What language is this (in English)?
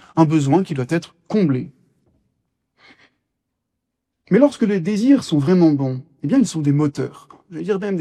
French